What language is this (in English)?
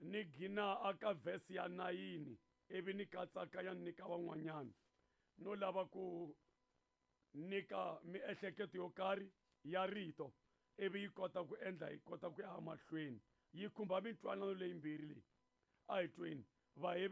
Tsonga